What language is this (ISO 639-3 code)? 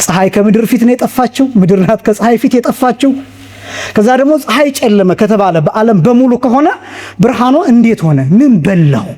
amh